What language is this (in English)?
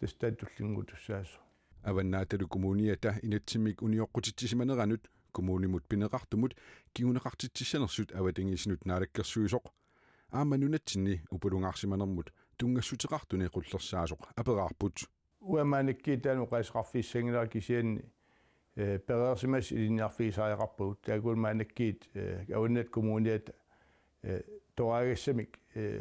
Kalaallisut